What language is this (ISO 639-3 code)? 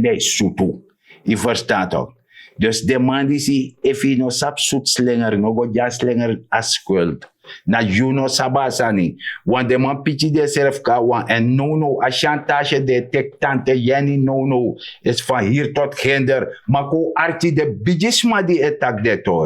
srn